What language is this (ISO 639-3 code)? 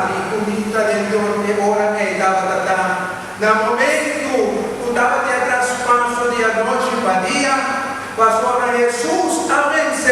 pap